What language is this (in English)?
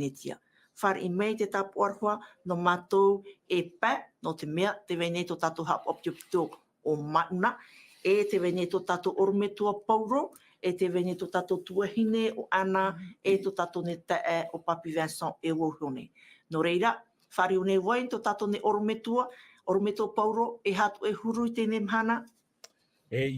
Tahitian